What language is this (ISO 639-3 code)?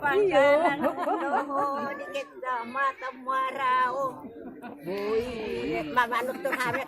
bbc